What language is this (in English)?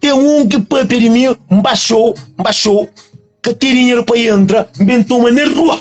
Kabuverdianu